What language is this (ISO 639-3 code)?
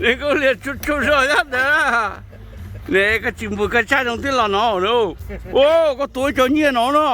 hmn